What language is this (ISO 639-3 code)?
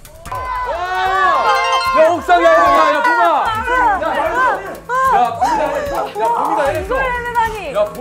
kor